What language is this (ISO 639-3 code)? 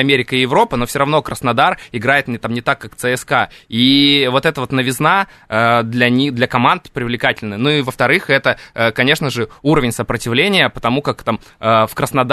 rus